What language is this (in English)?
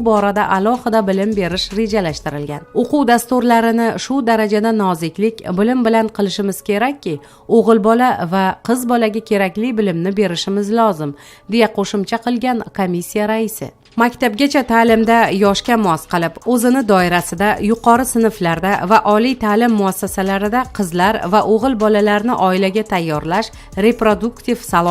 Uzbek